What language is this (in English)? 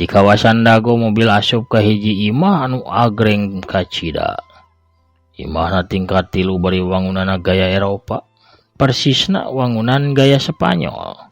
Sundanese